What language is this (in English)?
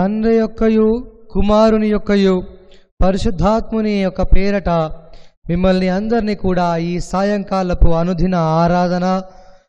Telugu